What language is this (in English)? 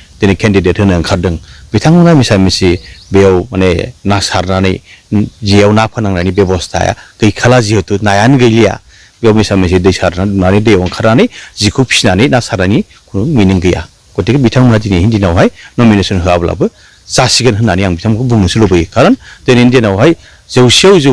Bodo